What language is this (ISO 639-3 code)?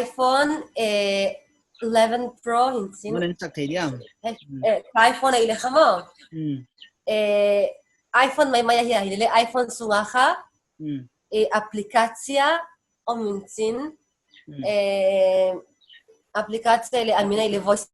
pck